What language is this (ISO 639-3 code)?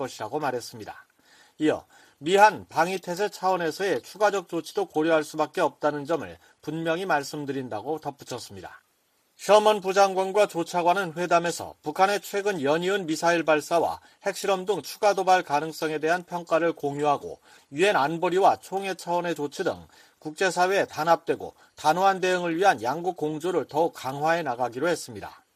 kor